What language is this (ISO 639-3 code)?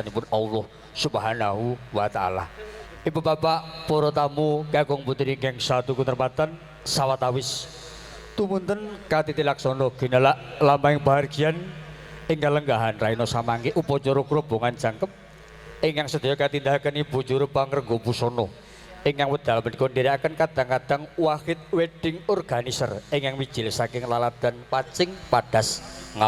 jav